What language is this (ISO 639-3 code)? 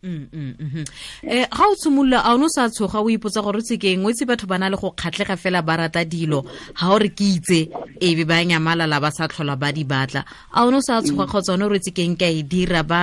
tsn